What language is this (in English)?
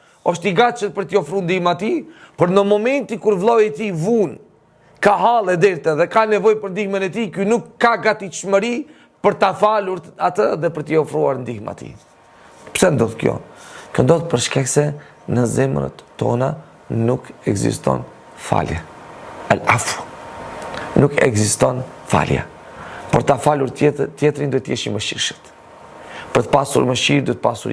Albanian